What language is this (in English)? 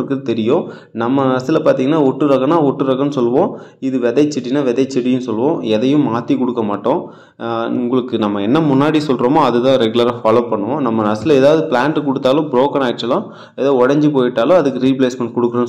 Tamil